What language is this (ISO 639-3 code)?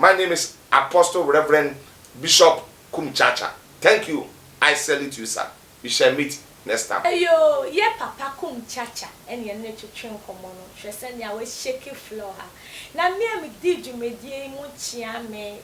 aka